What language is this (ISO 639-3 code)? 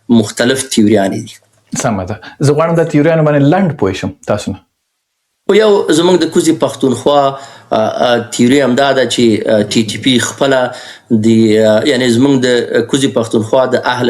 pus